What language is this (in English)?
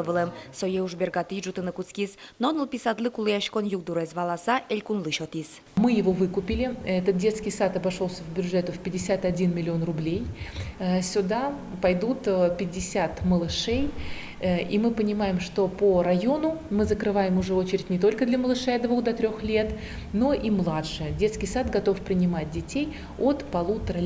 Udmurt